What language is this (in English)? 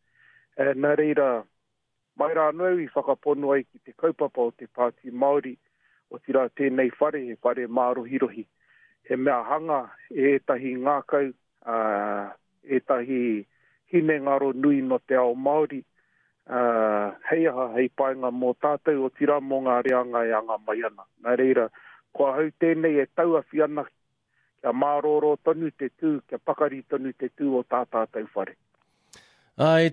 Māori